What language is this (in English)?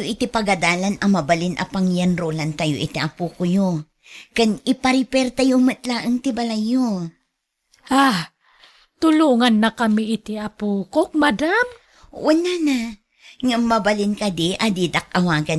Iloko